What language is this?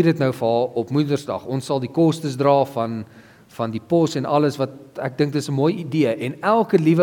Afrikaans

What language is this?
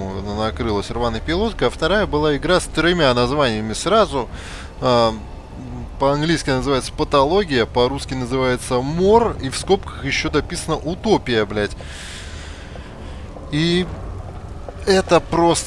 Russian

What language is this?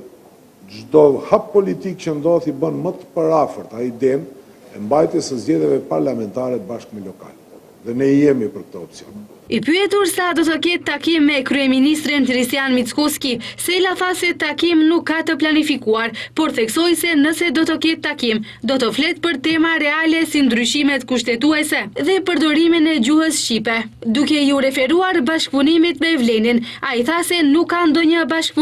Albanian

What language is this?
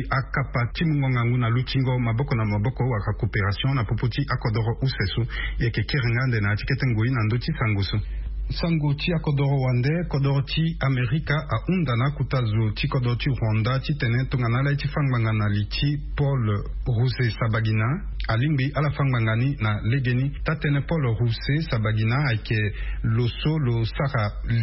Sango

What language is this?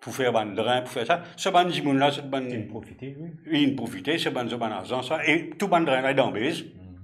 Morisyen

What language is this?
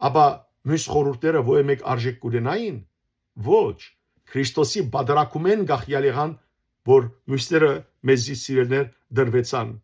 Western Armenian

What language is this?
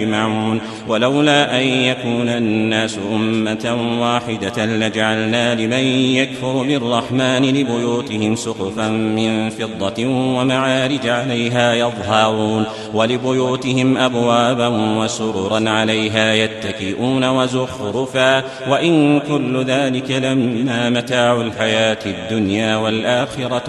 Arabic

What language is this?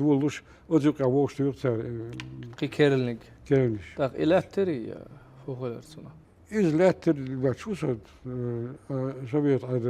Chechen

